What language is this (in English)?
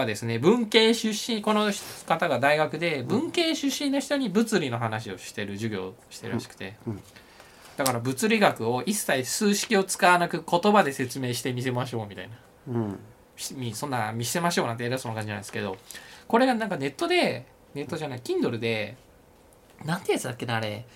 Japanese